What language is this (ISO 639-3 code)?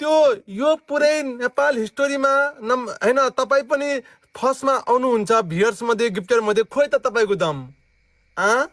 nep